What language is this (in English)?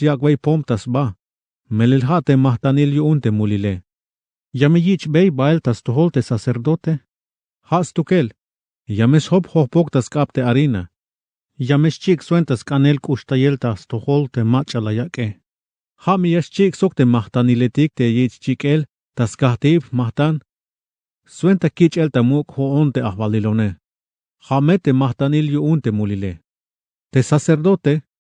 Tzeltal